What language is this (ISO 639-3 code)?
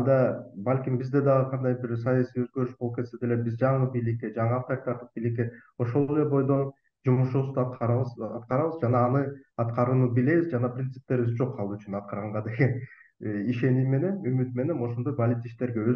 kir